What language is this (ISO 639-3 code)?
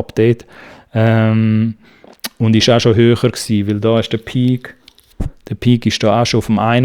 gsw